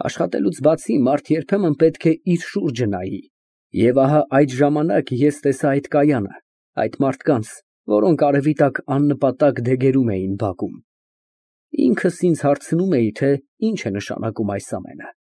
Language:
Armenian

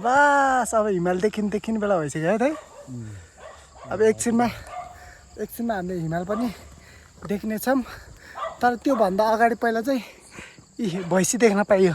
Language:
Nepali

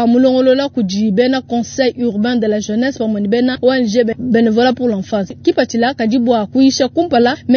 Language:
Luba-Lulua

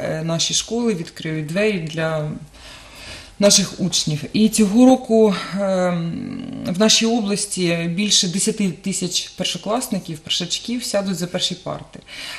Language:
Ukrainian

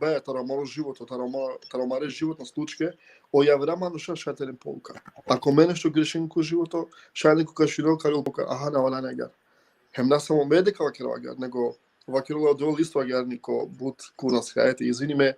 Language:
Balkan Romani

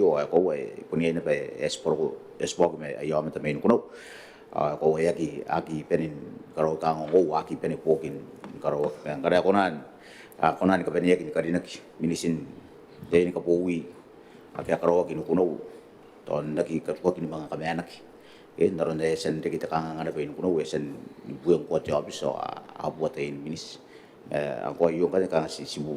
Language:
Gilbertese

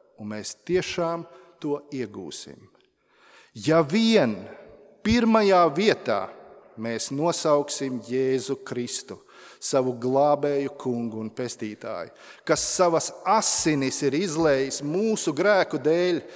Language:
Latvian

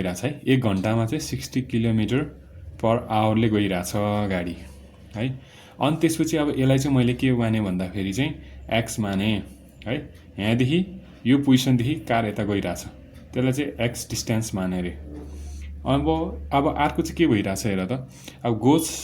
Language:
Nepali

